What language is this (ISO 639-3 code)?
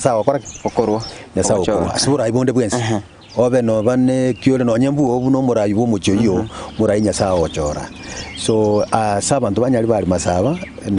guz